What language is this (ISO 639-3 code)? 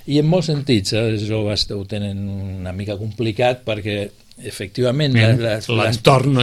cat